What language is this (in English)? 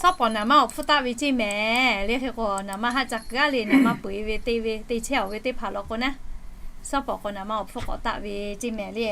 Lahu